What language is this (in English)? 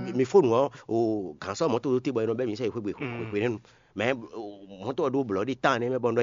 Fon